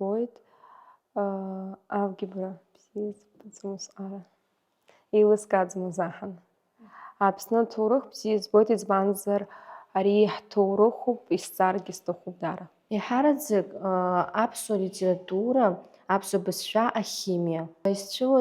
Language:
Abkhazian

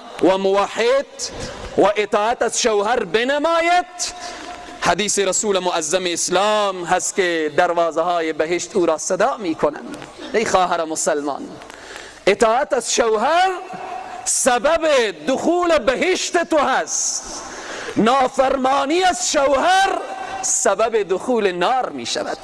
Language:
Persian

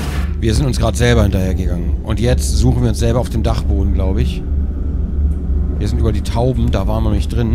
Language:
German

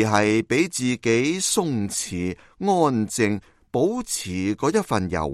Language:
Cantonese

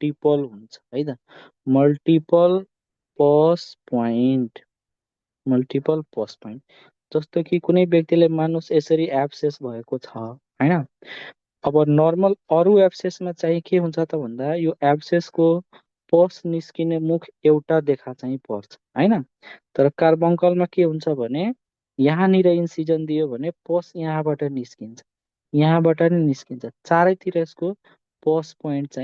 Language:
Nepali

